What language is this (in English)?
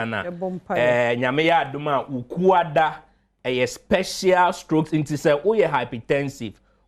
Akan